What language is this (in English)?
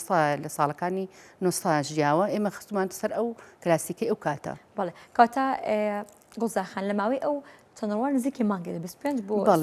Central Kurdish